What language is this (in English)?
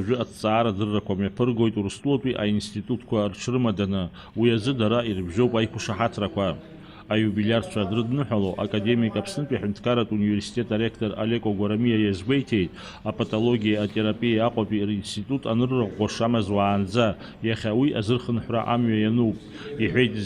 Abkhazian